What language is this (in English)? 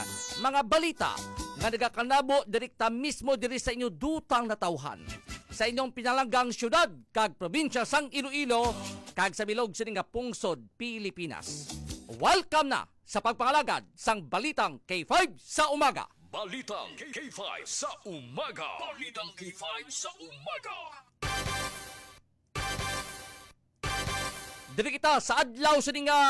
Hiligaynon